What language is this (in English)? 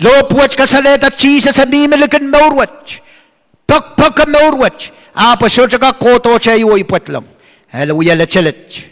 Pohnpeian